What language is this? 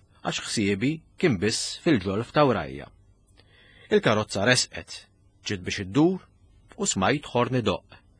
Maltese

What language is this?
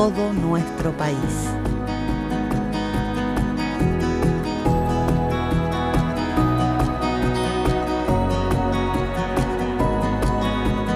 Spanish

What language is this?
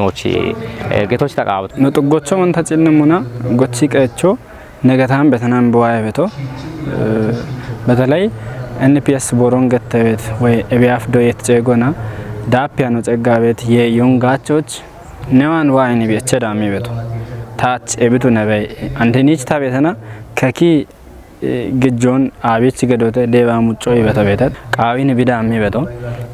Kafa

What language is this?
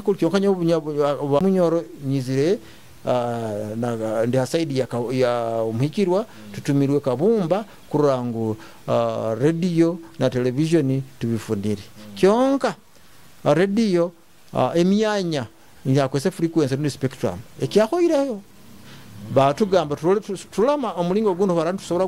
Nyoro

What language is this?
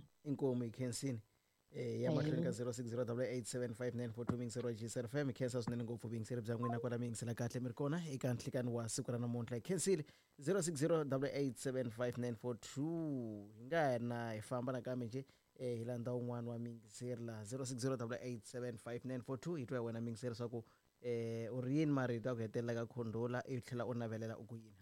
Tsonga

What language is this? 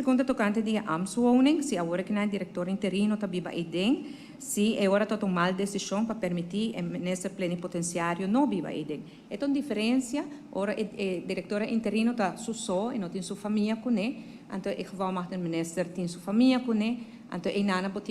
Papiamento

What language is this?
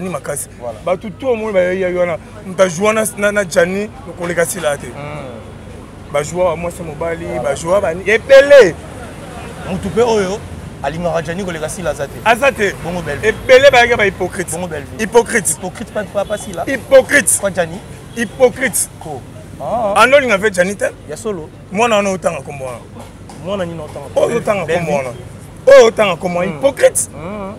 Lingala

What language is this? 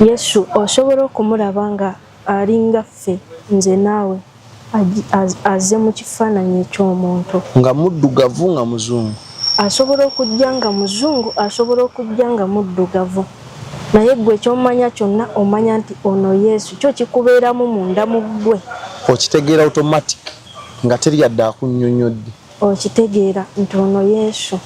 Ganda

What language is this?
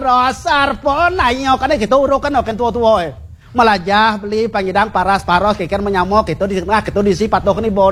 Balinese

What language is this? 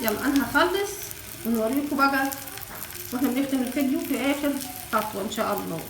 Egyptian Arabic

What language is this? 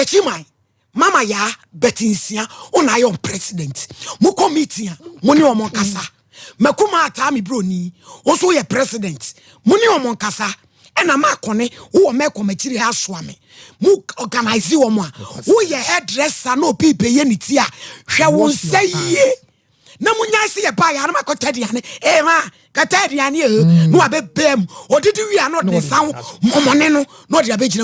Akan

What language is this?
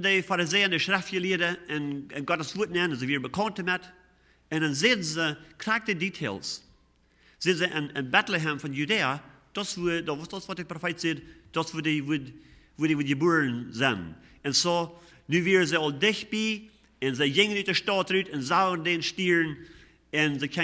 Plautdietsch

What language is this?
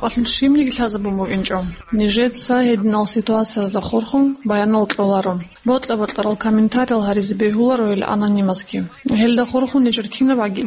Avaric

